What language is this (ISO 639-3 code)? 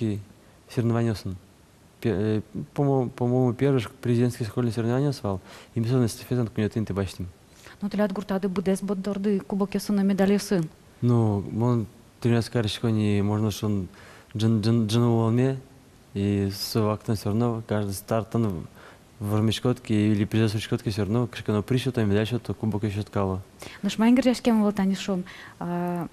udm